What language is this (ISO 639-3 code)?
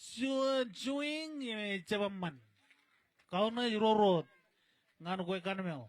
mah